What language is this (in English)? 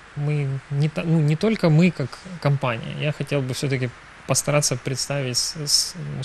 Russian